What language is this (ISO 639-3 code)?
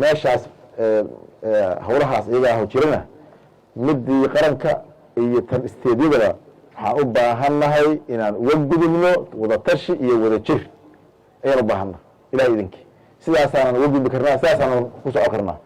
som